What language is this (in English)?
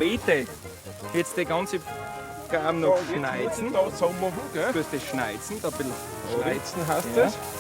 Bavarian